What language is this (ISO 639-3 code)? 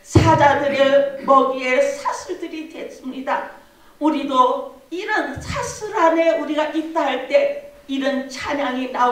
kor